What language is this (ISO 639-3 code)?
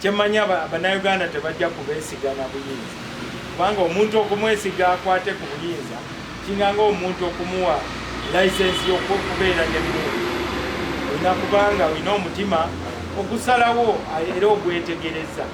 lug